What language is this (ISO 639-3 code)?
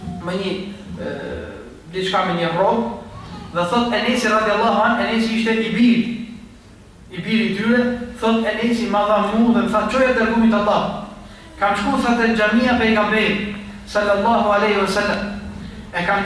sqi